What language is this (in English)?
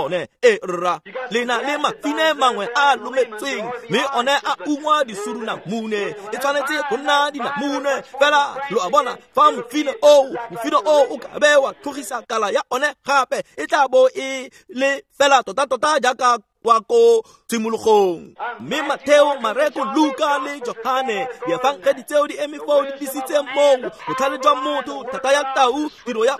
Tswana